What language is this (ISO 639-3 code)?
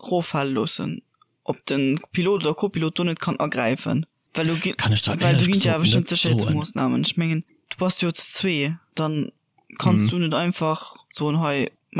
ltz